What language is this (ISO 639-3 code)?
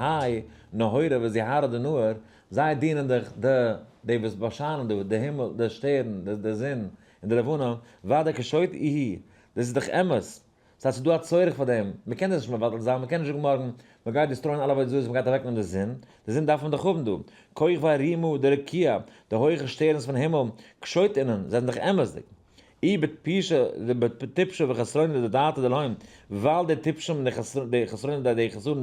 yid